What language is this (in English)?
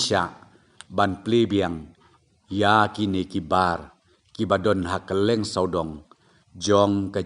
Khasi